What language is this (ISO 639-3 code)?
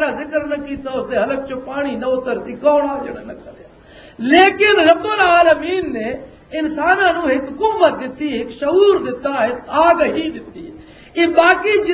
lah